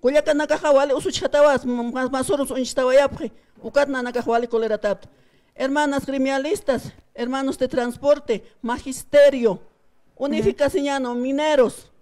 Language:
Aymara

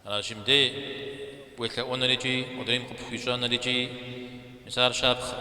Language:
Kabardian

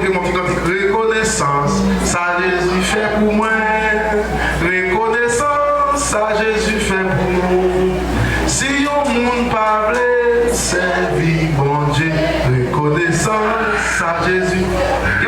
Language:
Haitian Creole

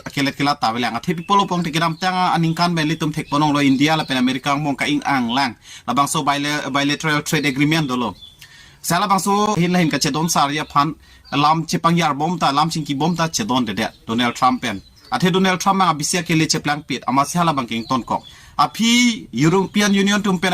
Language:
Karbi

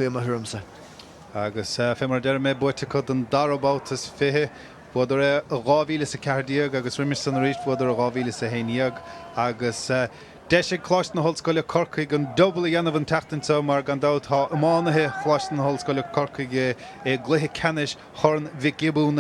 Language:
Irish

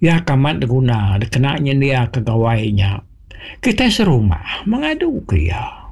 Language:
Iban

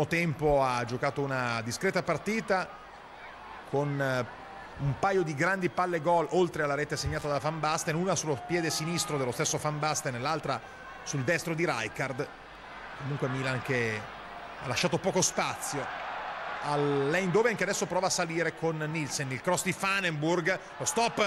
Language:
Italian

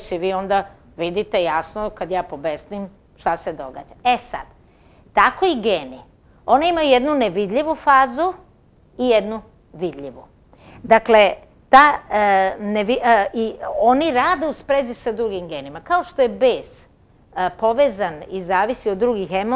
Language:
Serbian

